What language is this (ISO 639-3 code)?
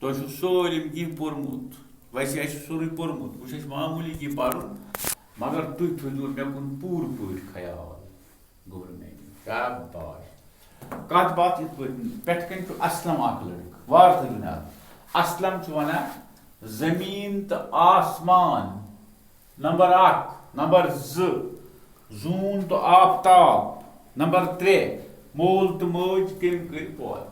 kas